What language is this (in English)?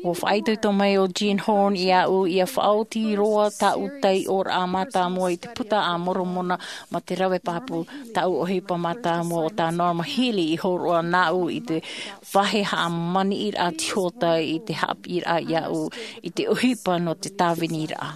Tahitian